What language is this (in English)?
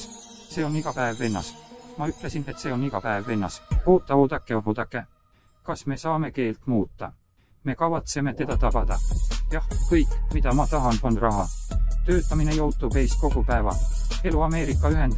Estonian